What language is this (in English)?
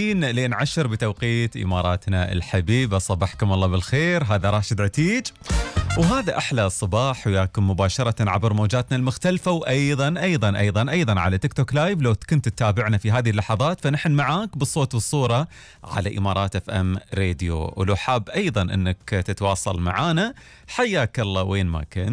Gulf Arabic